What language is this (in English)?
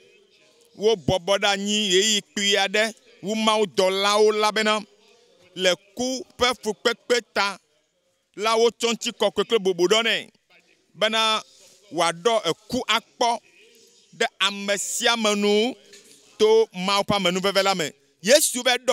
Ewe